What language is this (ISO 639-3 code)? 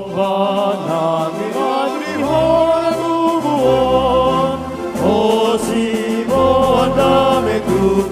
bbc